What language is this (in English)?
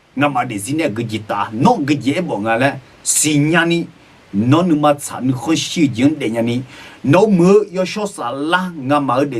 Akha